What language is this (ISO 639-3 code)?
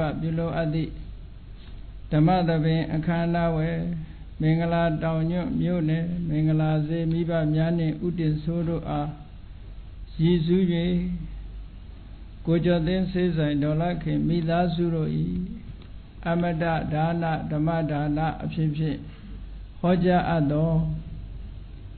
mya